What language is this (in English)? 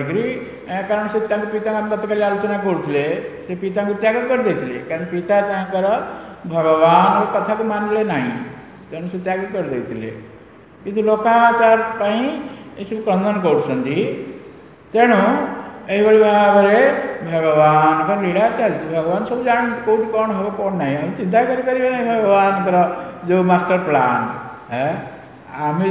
Odia